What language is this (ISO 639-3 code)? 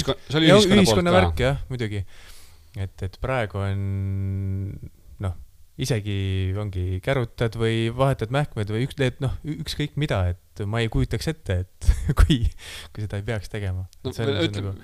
est